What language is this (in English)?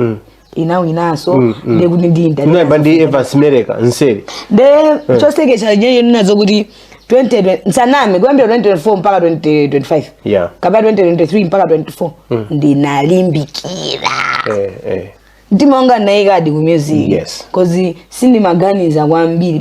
Nyanja